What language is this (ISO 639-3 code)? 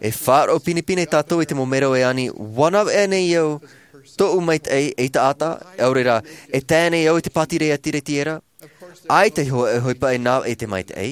tah